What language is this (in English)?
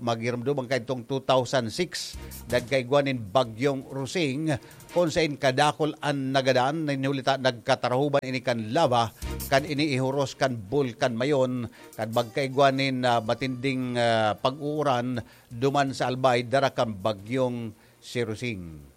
Bikol